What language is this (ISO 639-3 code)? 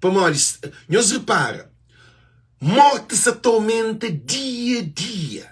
kea